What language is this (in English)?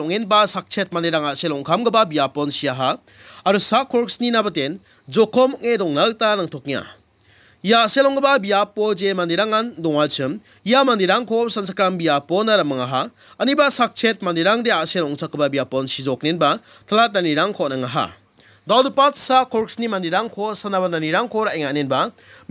Garo